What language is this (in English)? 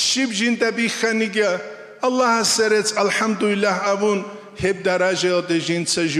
Avaric